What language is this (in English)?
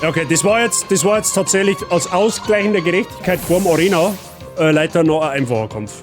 Bavarian